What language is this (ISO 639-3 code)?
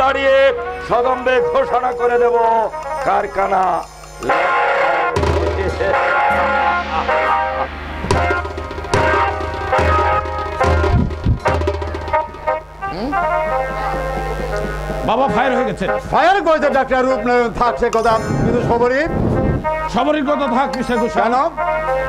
ben